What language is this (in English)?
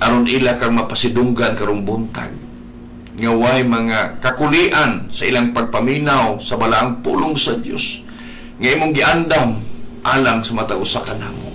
Cebuano